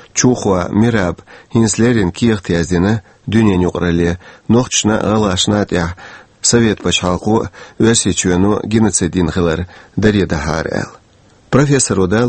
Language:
Chechen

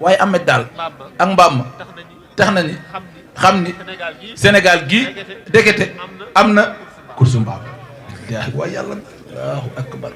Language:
Wolof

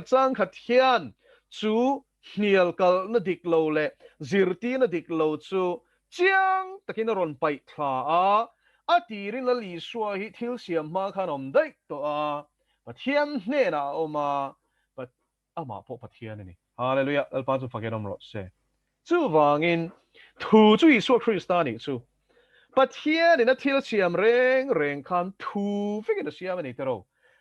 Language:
Mizo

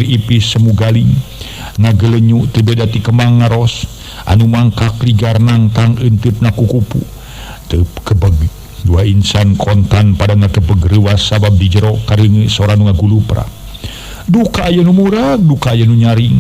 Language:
Sundanese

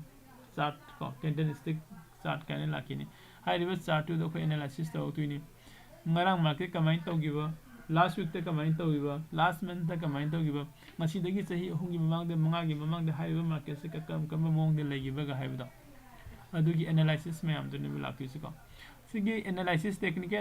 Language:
Manipuri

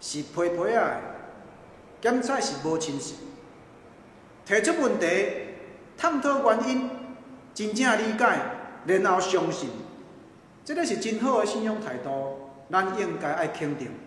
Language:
Min Nan Chinese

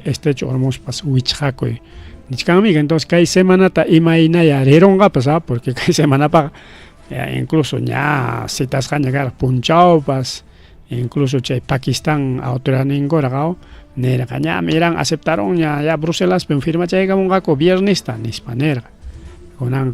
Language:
Ayacucho Quechua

